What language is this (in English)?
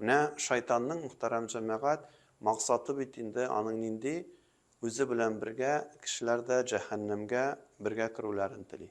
Tatar